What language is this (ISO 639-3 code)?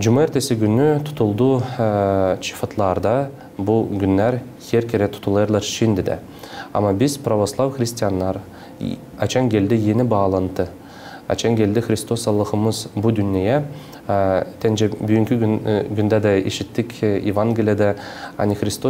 gag